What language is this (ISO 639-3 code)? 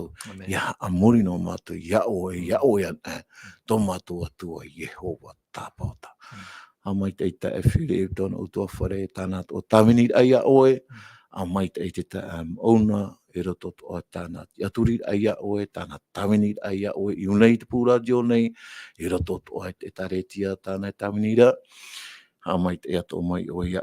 tah